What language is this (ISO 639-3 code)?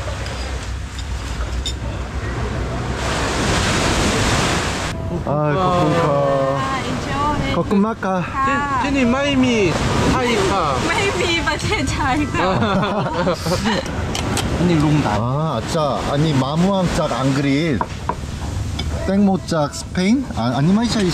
tha